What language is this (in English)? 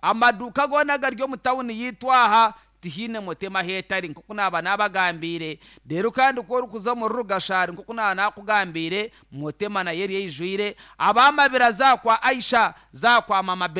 Nyankole